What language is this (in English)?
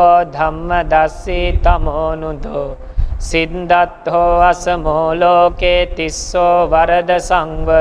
Pali